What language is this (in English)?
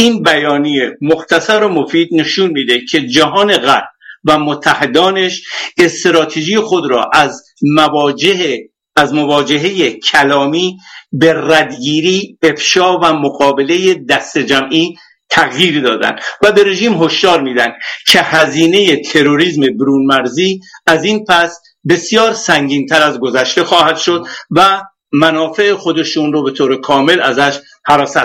Persian